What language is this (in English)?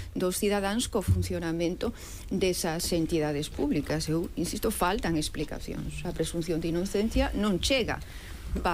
Galician